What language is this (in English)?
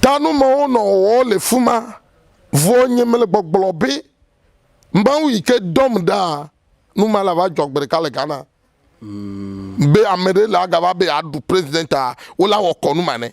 Ewe